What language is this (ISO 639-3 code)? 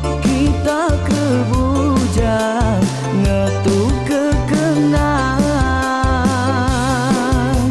iba